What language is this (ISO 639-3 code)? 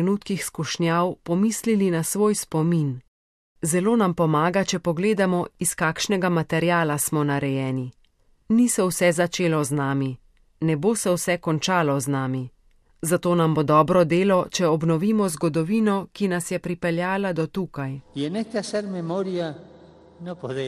slv